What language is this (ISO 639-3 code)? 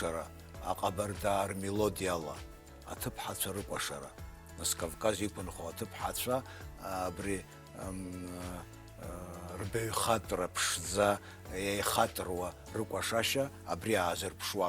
abk